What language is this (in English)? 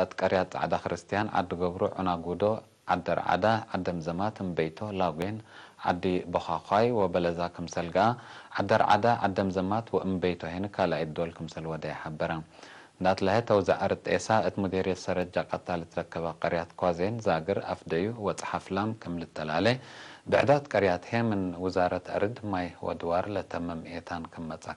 Tigre